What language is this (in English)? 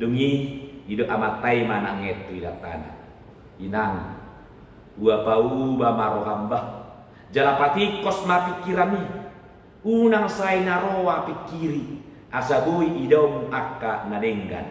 Batak Toba